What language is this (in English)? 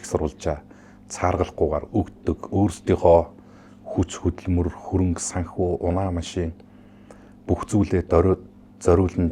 Mongolian